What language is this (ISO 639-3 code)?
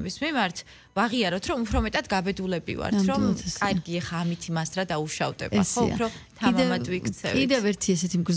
kat